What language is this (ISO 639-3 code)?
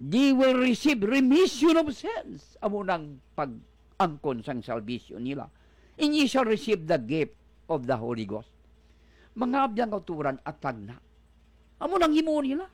hil